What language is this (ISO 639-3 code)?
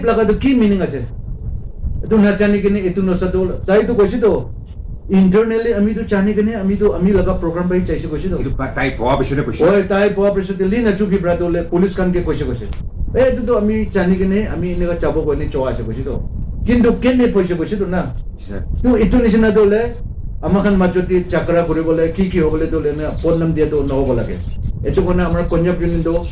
nag